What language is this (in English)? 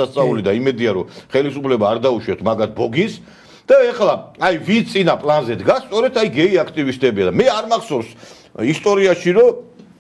Georgian